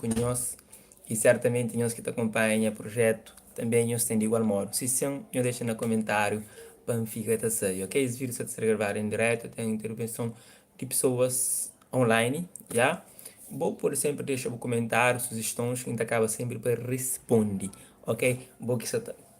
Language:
Kabuverdianu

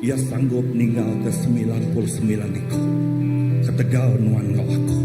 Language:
Iban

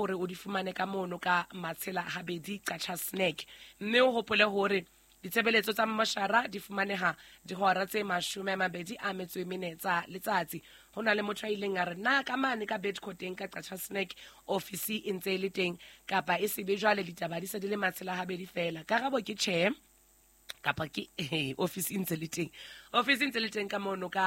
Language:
Southern Sotho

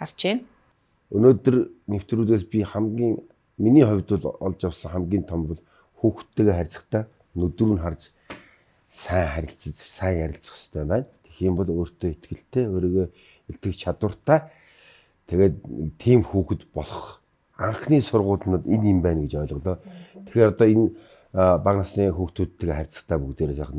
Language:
Mongolian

